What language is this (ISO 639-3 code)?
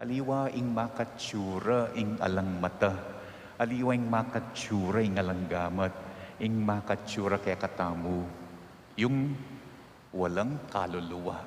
pam